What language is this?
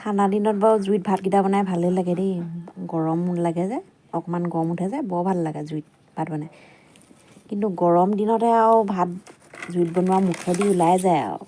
Assamese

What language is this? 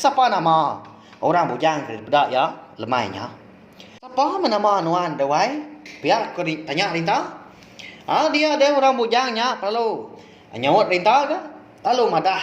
Iban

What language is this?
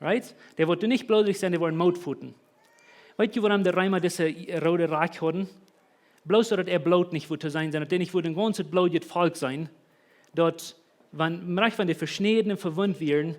Plautdietsch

